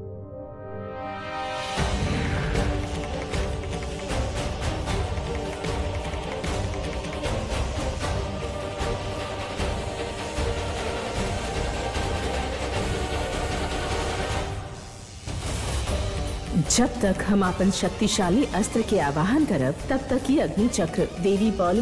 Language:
Bhojpuri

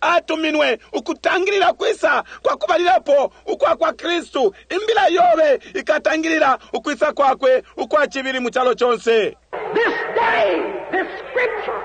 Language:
Bemba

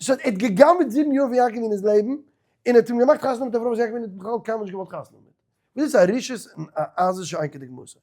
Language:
Yiddish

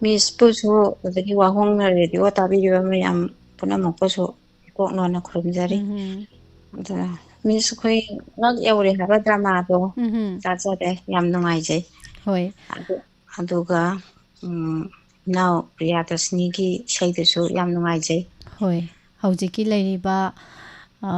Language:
Manipuri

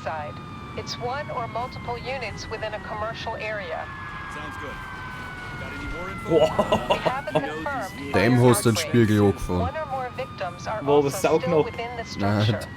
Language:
Bavarian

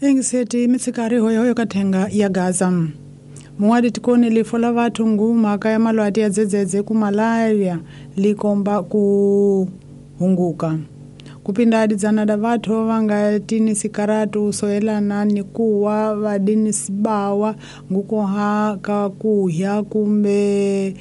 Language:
Tsonga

